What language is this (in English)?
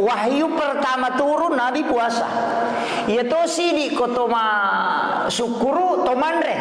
Buginese